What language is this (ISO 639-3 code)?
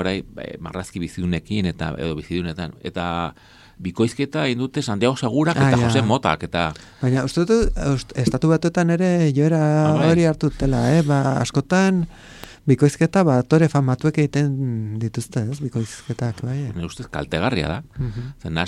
eus